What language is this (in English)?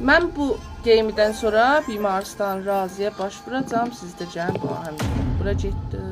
South Azerbaijani